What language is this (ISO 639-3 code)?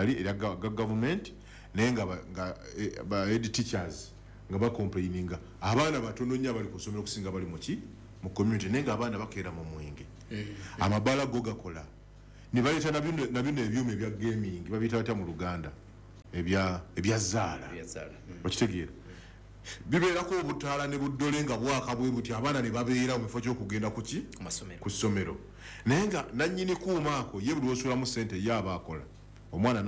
lug